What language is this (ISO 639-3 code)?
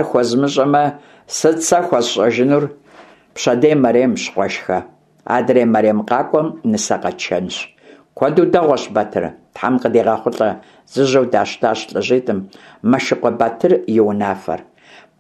kbd